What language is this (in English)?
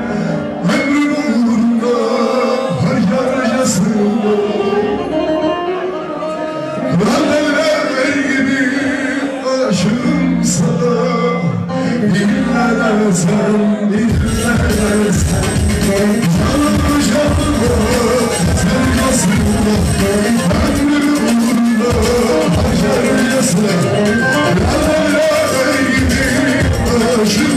Turkish